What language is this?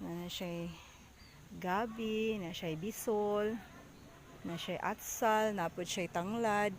Cebuano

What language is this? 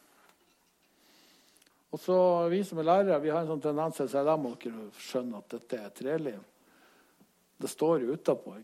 Norwegian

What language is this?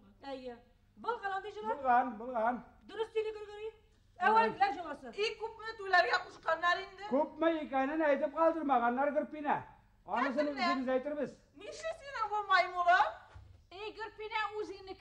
Bashkir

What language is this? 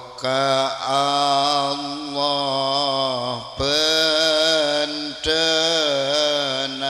Madurese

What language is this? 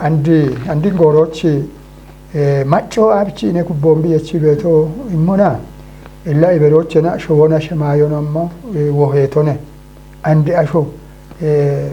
Kafa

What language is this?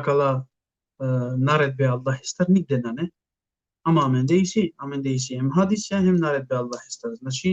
Balkan Romani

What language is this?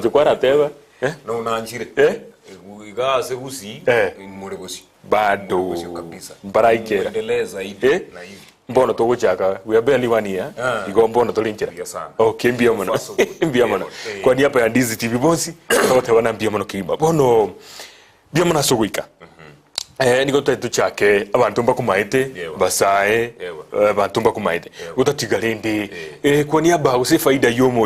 Gusii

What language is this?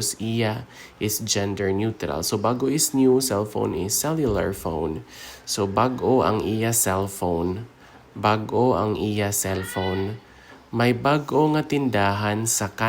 Hiligaynon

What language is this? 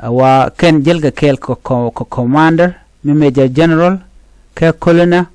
Nuer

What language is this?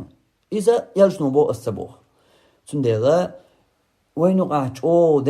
Chechen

